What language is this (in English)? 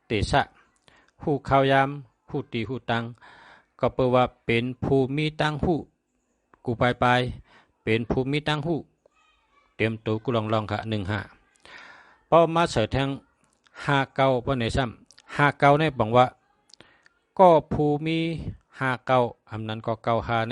Shan